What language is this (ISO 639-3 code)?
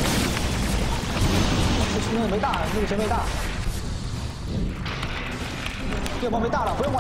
zho